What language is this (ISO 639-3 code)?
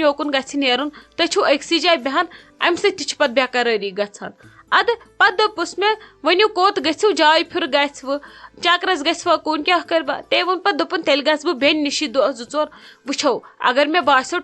kas